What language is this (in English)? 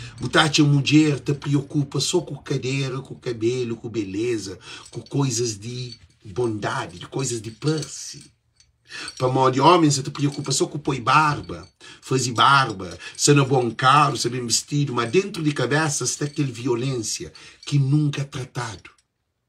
Kabuverdianu